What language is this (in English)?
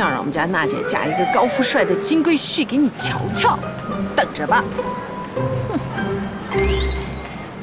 Chinese